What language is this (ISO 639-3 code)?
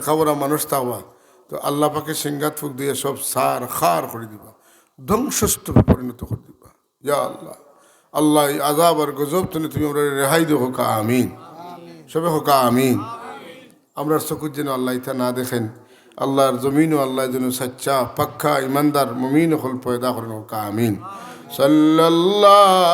syl